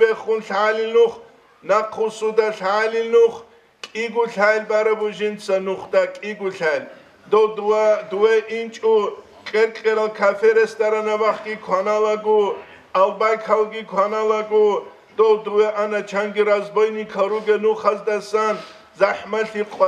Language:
Avaric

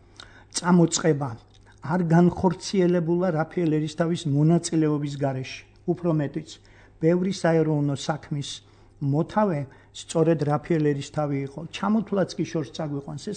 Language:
Georgian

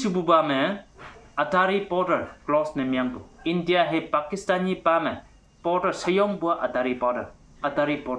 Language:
Konyak Naga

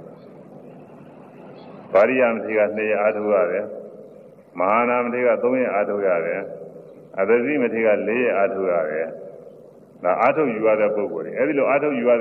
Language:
Burmese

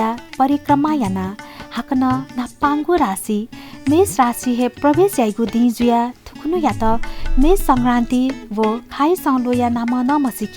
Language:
Newari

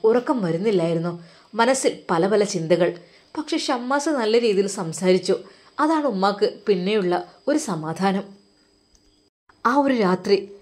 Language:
Malayalam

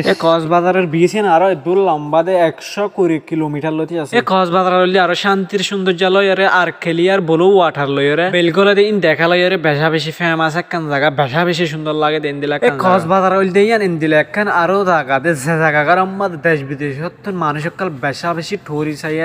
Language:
Rohingya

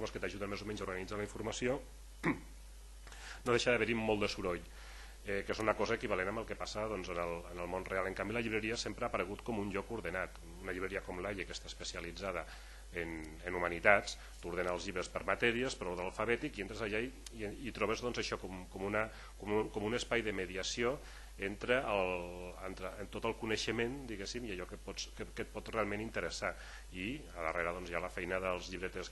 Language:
Catalan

